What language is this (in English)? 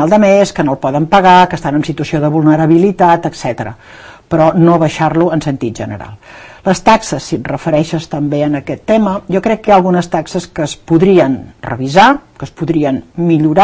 Catalan